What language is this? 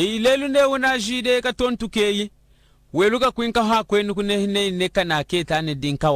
Lunda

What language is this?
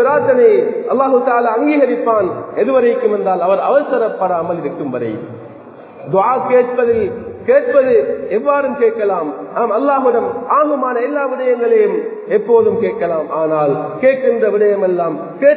Tamil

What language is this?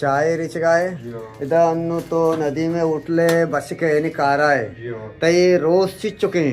Eastern Balochi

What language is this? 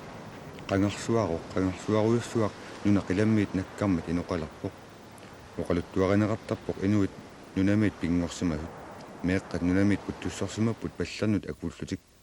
Kalaallisut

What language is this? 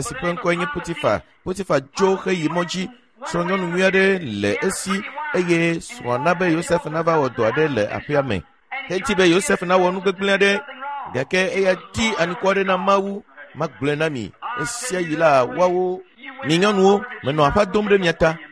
Ewe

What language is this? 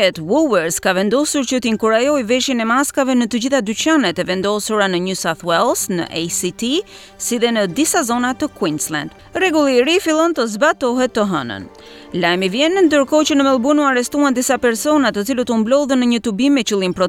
Albanian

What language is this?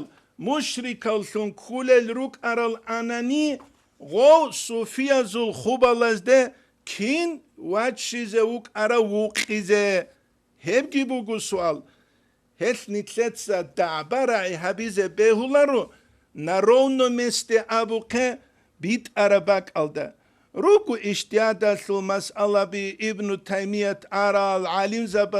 Avaric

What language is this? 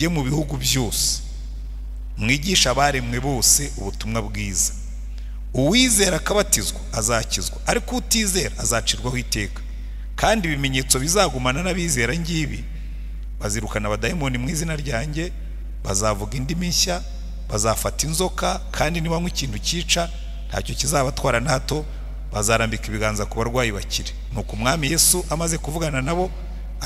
Kinyarwanda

